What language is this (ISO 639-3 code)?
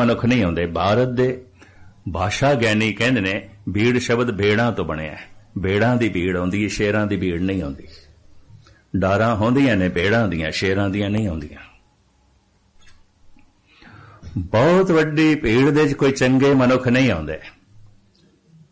pan